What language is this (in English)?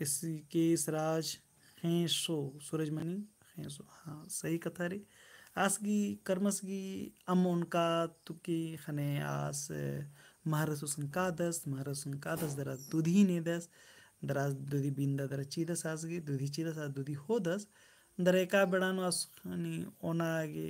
Kurukh